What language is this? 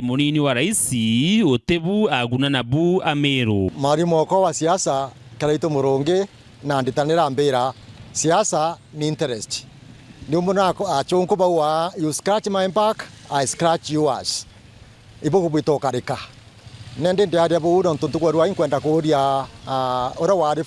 Meru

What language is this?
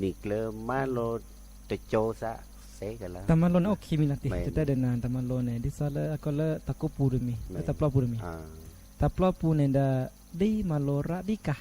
S'gaw Karen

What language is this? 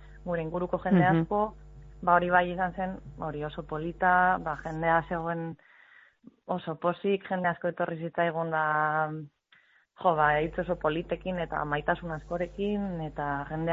Basque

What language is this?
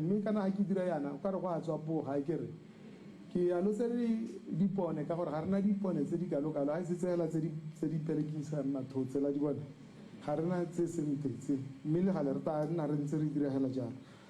Tswana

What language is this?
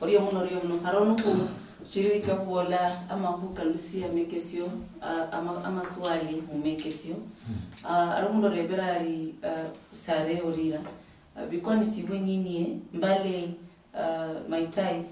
Luyia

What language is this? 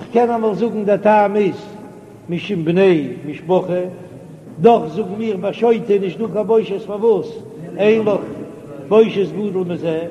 Yiddish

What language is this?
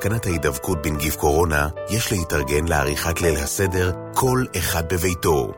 Hebrew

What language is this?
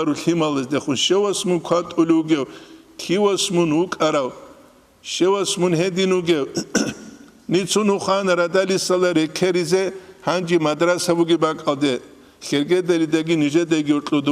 Avaric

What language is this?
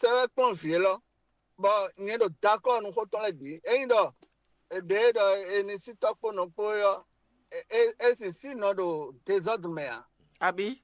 Fon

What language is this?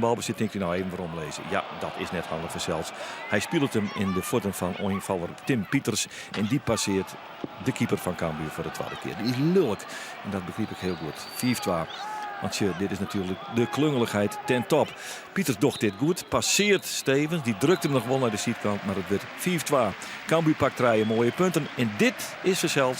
Western Frisian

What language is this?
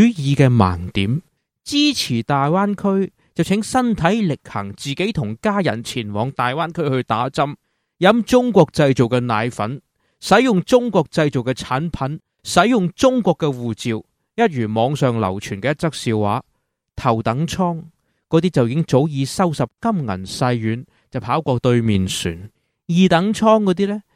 Cantonese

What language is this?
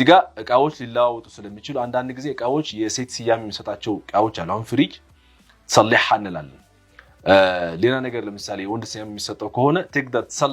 Amharic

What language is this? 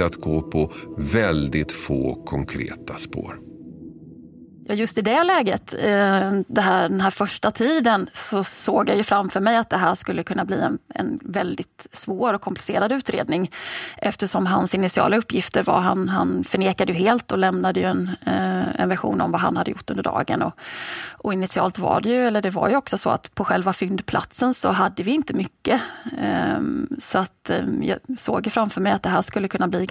Swedish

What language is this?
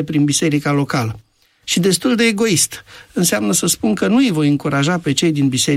Romanian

